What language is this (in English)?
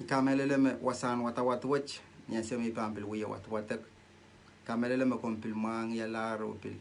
Pohnpeian